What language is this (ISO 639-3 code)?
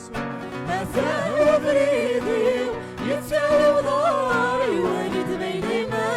kab